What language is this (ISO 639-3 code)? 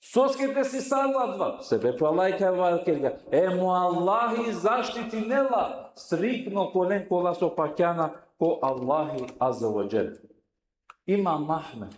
rmn